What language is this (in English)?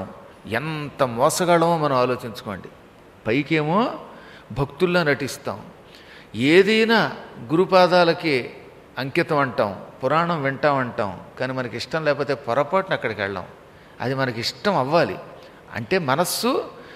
Telugu